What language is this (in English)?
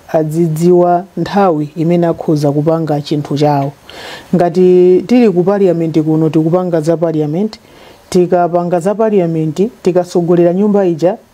Nyanja